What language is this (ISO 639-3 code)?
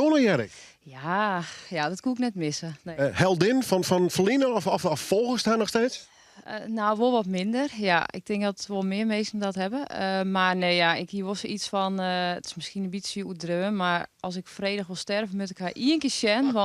fry